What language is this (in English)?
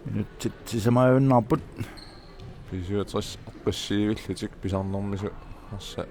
Kalaallisut